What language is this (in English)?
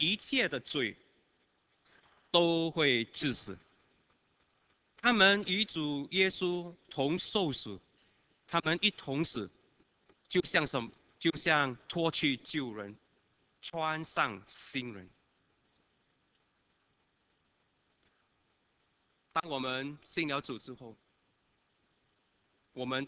Chinese